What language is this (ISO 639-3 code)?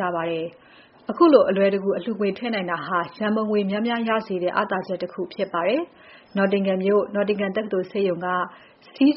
mya